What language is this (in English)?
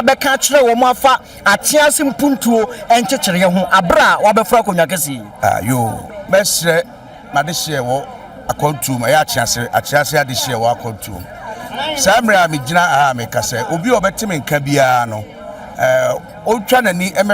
Akan